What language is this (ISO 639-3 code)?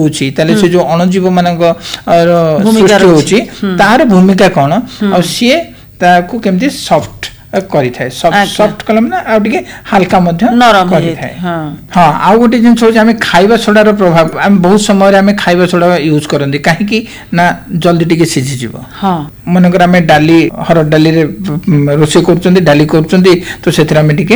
ori